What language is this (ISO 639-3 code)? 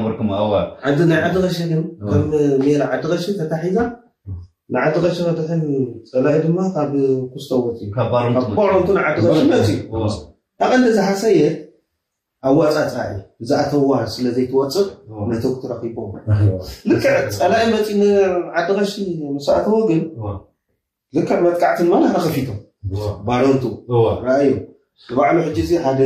tir